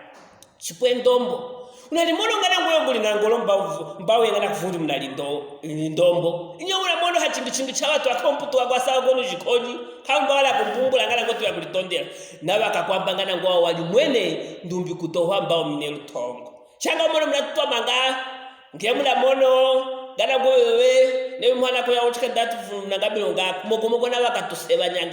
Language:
Luvale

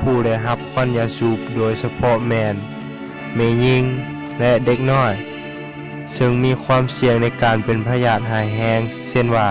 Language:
Lao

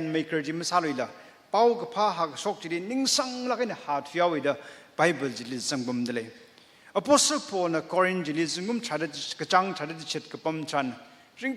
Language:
Tangkhul Naga (India)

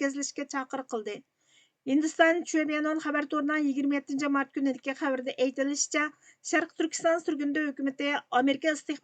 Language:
Uyghur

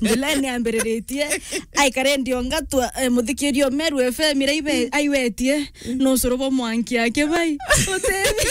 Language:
Meru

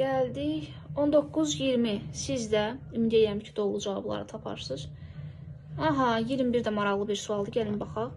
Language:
Azerbaijani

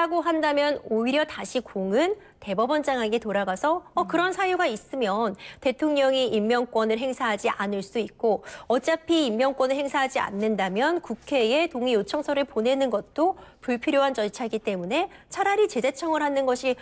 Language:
Korean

